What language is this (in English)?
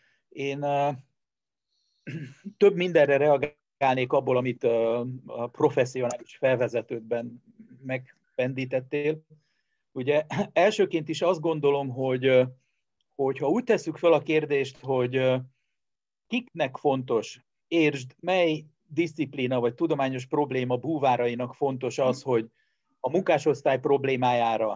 Hungarian